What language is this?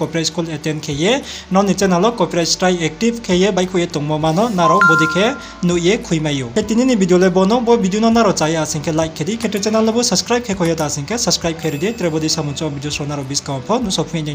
Riang (India)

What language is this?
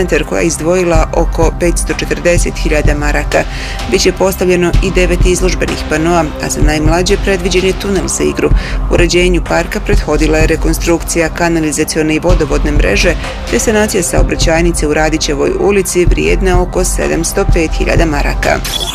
Bosnian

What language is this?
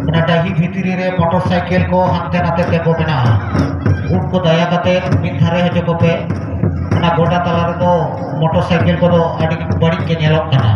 Santali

